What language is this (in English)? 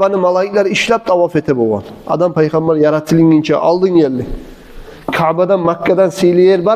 Kumyk